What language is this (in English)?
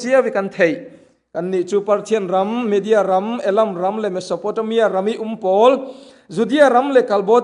Falam Chin